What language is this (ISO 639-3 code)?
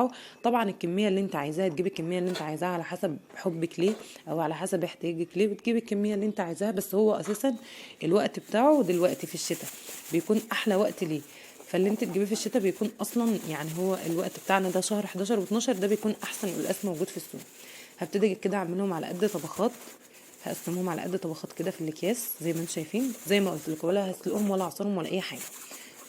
arz